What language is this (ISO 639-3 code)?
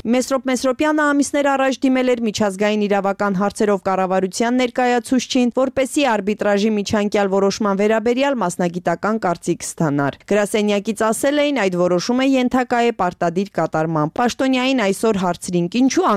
hye